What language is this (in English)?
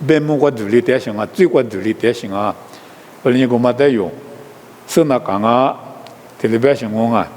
Lisu